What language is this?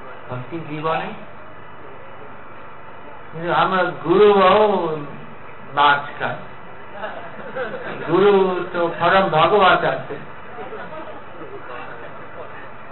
Bangla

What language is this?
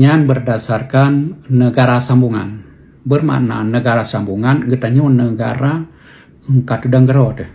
Achinese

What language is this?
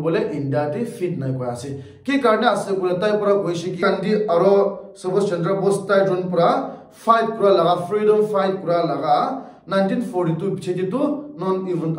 Naga Pidgin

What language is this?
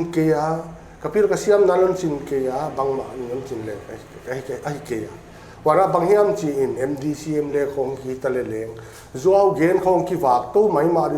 Paite Chin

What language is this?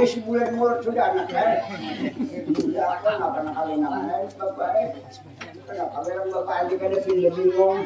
Banjar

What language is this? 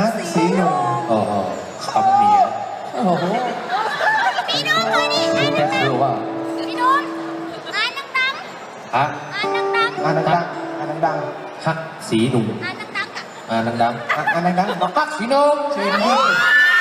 Thai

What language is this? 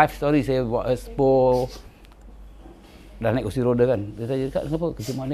Malay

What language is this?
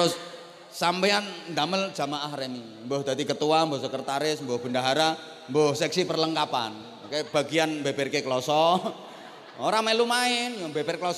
Javanese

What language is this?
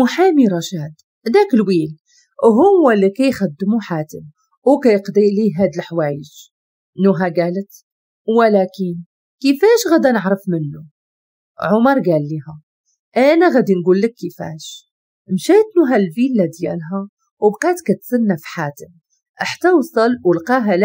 Moroccan Arabic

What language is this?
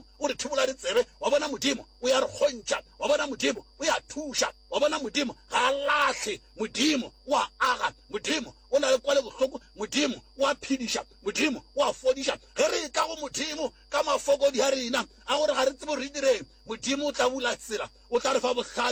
Northern Sotho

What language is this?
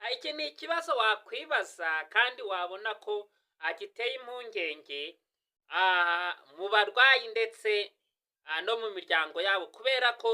Kinyarwanda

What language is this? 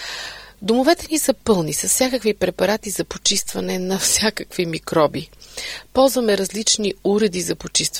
Bulgarian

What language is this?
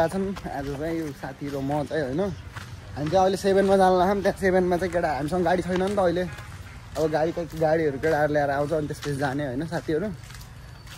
Nepali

